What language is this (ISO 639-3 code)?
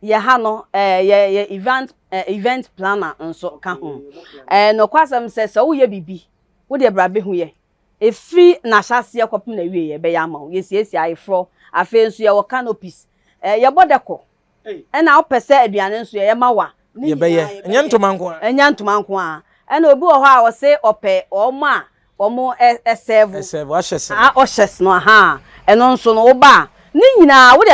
aka